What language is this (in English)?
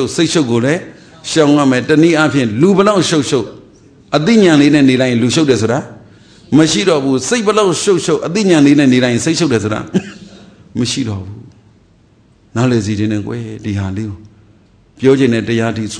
Burmese